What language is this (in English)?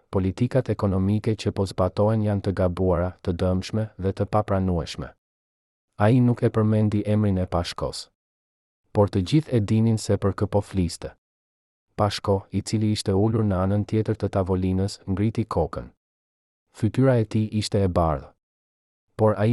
Albanian